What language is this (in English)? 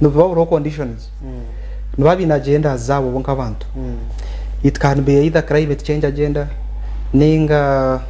Nyankole